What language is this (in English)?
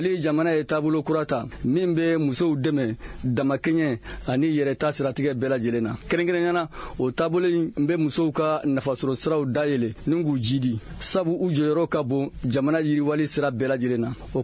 Bambara